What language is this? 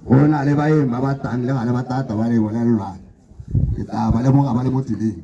Tswana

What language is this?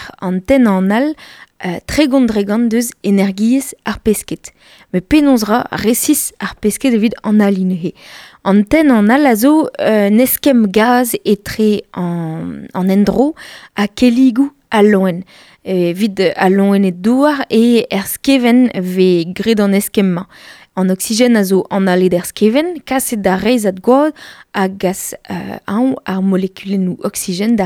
Breton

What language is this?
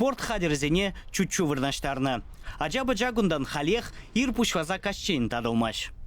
Chuvash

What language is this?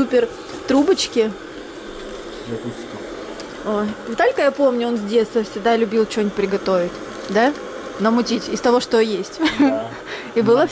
Russian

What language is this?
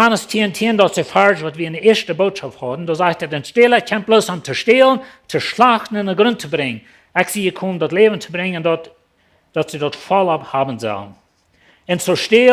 Plautdietsch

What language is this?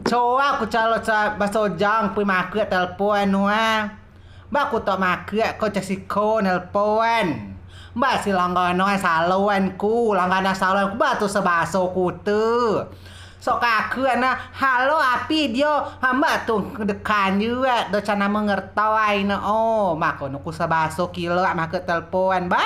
Rejang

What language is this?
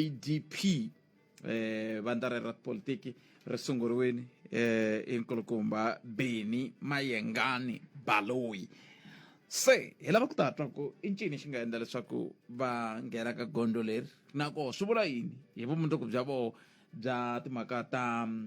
Tsonga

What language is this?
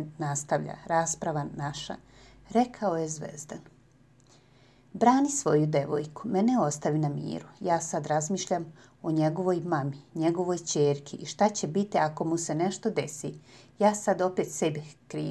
Serbian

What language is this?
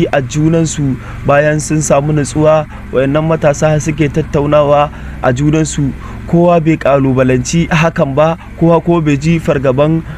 Hausa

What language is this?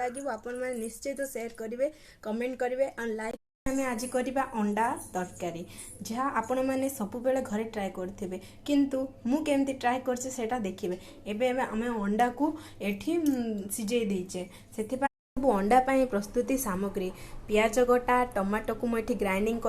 Odia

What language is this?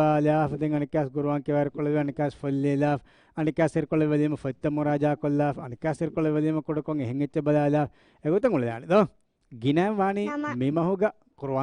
Divehi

